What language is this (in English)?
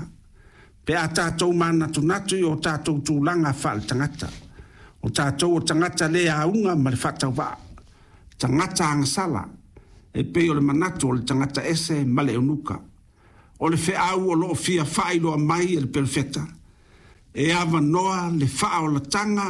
Samoan